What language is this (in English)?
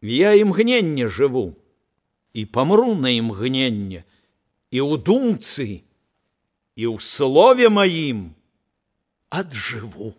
Belarusian